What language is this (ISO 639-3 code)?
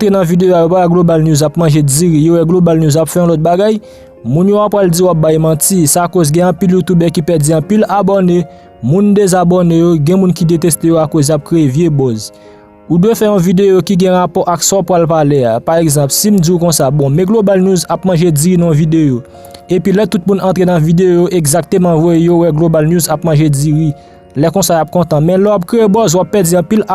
hat